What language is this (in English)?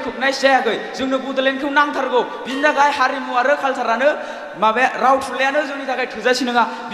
Bodo